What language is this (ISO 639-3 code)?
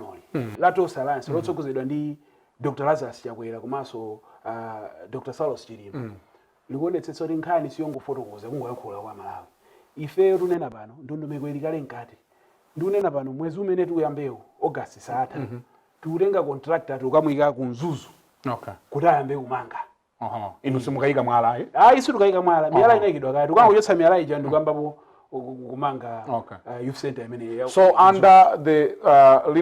nya